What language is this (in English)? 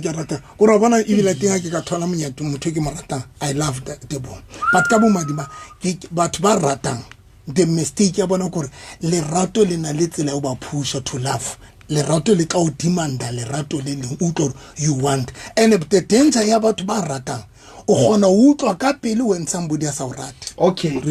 Southern Sotho